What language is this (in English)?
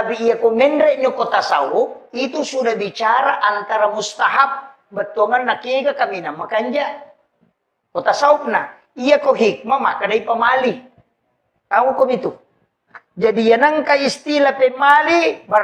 Buginese